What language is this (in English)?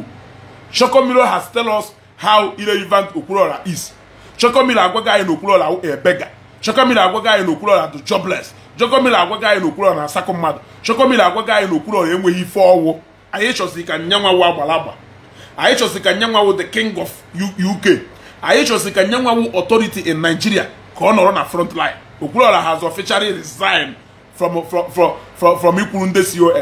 Igbo